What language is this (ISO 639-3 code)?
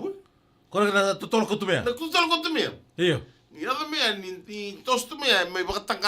fij